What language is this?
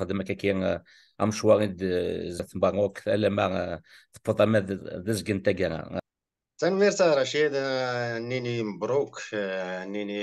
Kabyle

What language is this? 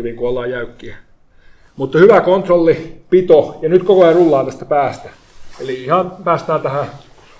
Finnish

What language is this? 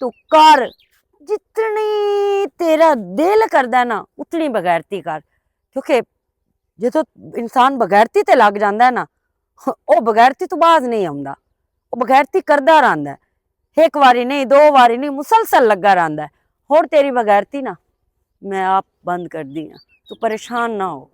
Western Panjabi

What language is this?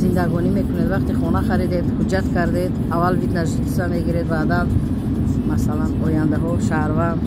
Tajik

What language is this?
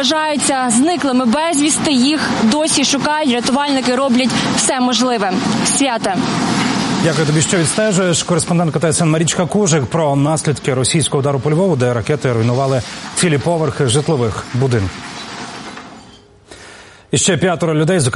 Ukrainian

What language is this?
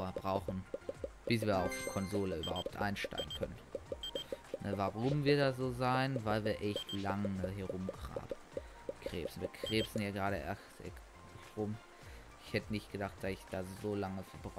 German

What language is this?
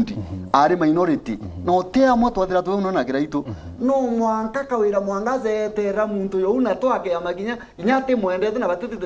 Meru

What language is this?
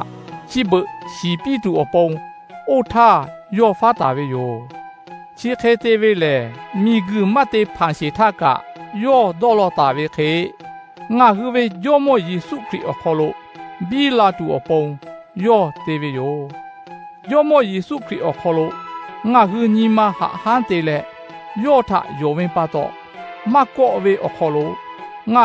Lahu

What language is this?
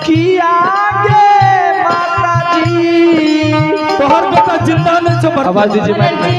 Angika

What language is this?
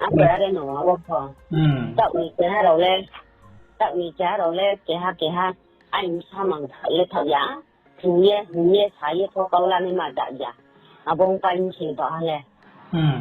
Riang (India)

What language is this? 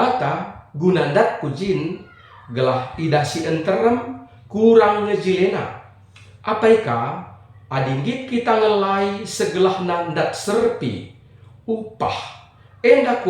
Batak Karo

